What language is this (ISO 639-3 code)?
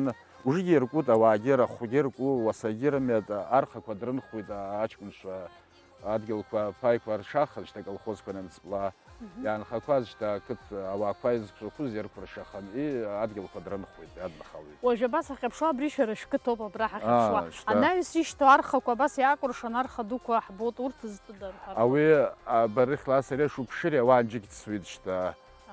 abk